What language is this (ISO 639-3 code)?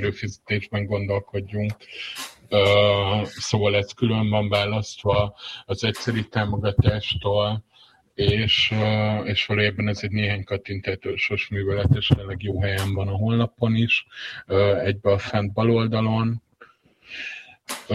hun